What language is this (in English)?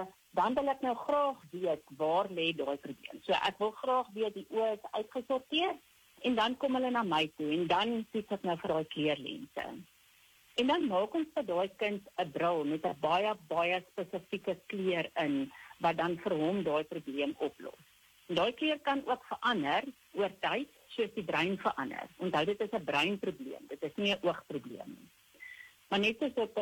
Afrikaans